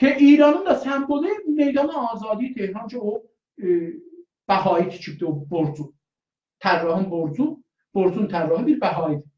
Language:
South Azerbaijani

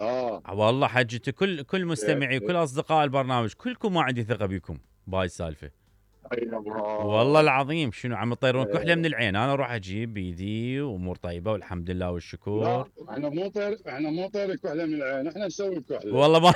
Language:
Mesopotamian Arabic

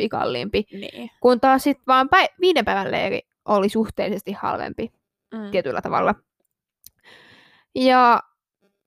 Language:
Finnish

